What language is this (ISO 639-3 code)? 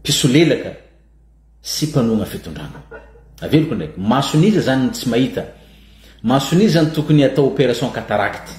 mlg